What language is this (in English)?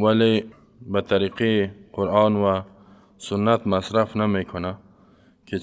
Persian